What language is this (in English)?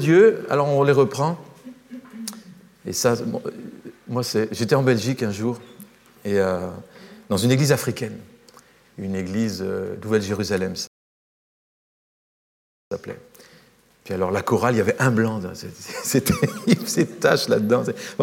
French